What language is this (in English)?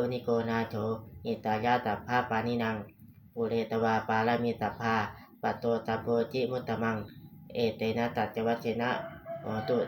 Pali